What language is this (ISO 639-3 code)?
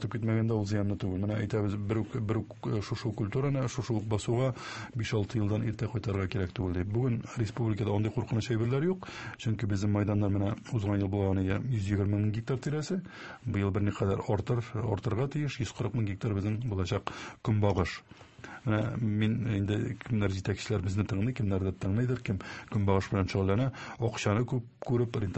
tat